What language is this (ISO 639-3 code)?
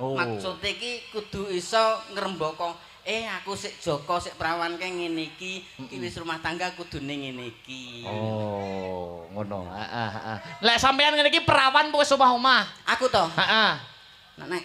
jav